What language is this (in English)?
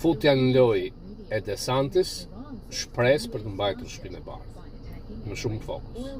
Albanian